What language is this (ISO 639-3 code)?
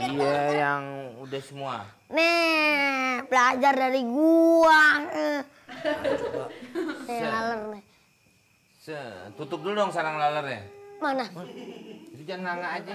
bew